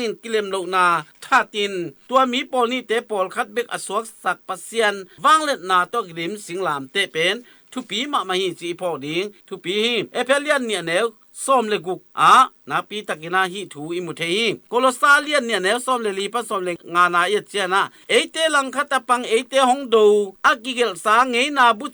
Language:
Tedim Chin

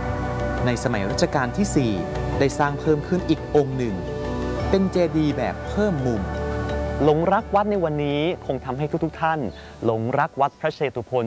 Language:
Thai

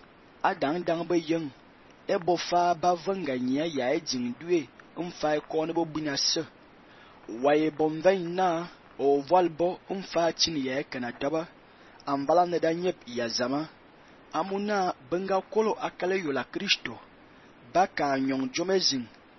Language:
Fang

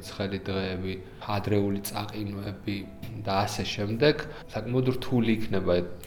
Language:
Georgian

